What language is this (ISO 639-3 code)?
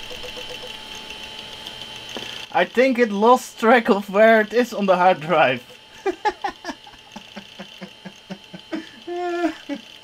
eng